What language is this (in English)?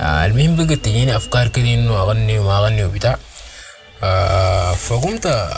Sudanese Arabic